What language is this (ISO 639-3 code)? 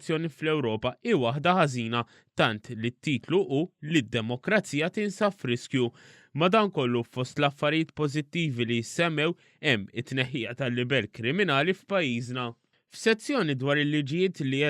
mlt